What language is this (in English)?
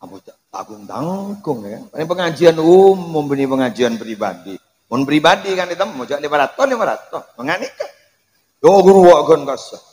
Madurese